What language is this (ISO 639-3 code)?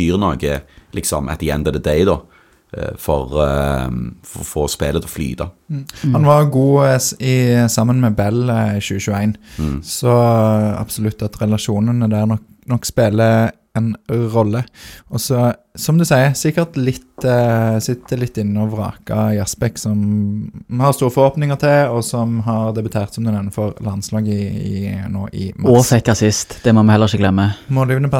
nor